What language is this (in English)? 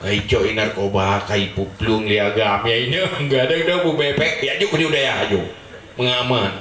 Achinese